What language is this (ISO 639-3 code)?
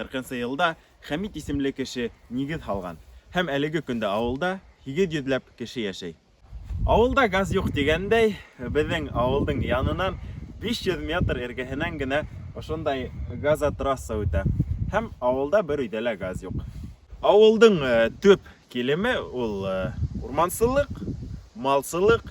bak